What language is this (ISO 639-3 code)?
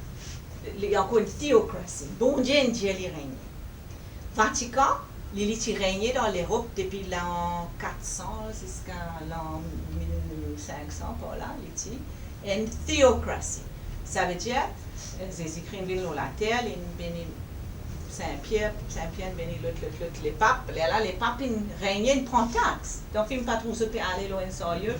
mfe